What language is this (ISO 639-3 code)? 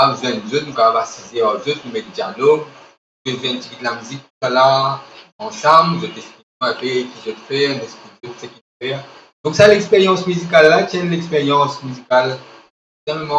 mfe